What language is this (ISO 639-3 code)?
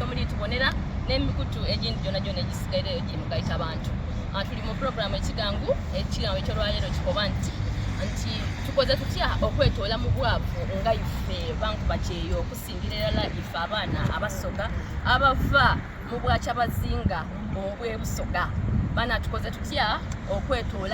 xog